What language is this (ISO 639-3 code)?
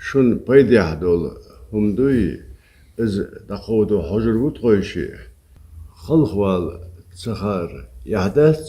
che